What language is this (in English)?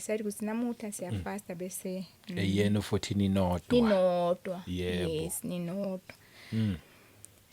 Zulu